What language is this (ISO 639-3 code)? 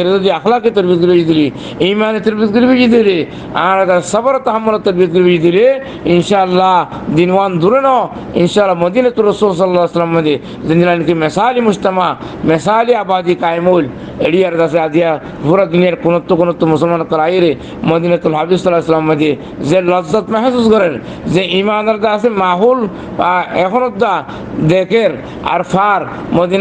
rhg